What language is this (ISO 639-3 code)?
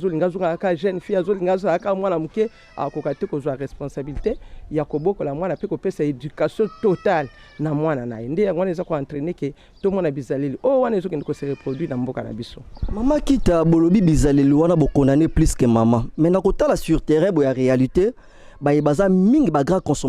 lin